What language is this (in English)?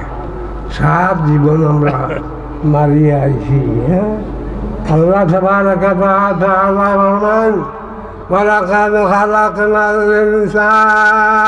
Sylheti